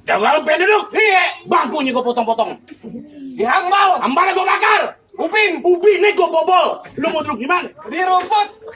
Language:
Betawi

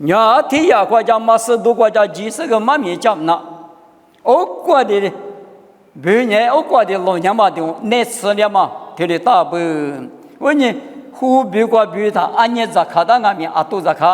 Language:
Lisu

